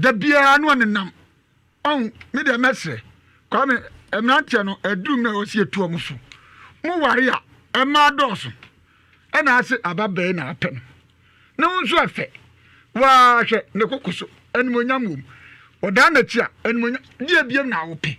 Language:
Akan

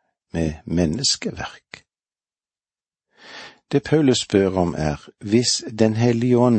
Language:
Norwegian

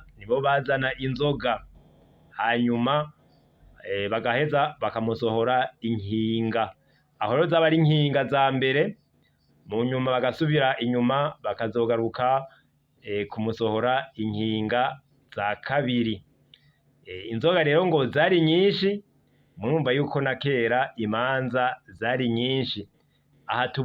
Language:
Rundi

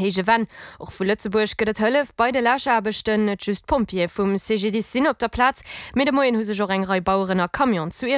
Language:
Luxembourgish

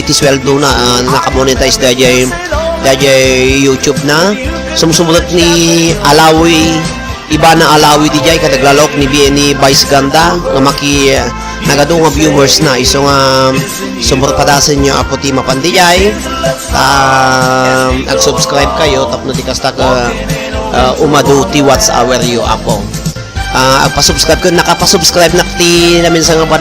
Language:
Iloko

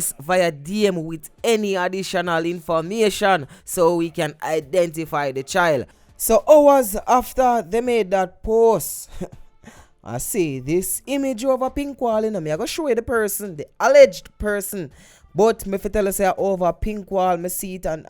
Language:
Jamaican Creole English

